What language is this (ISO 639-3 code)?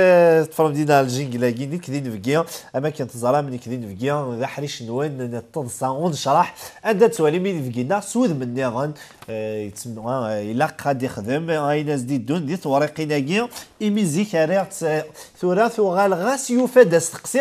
kab